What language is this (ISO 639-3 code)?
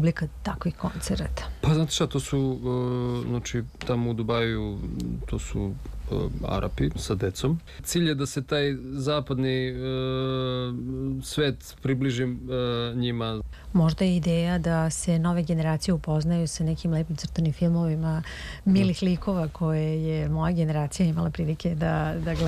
srp